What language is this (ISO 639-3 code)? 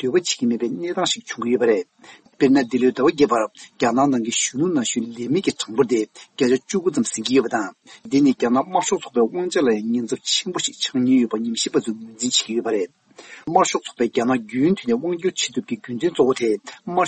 bod